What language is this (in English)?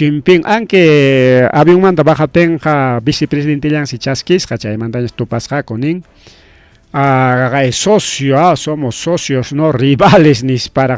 Ayacucho Quechua